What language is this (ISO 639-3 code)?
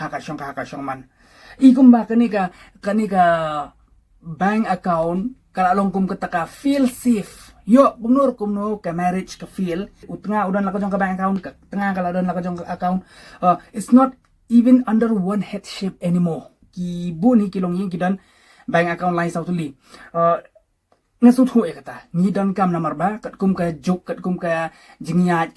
kha